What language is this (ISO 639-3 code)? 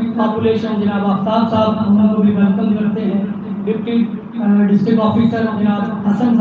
skr